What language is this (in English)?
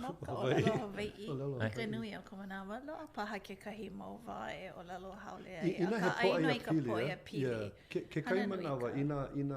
Hawaiian